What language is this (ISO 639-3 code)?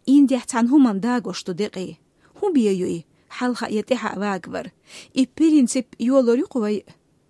che